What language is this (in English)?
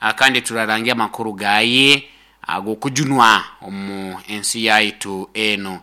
Nyoro